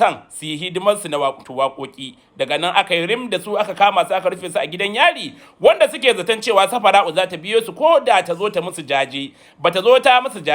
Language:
Hausa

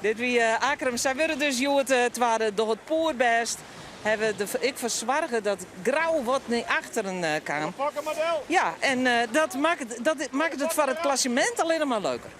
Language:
Western Frisian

